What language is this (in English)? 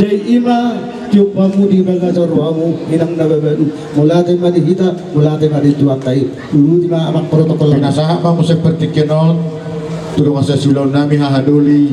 Batak Toba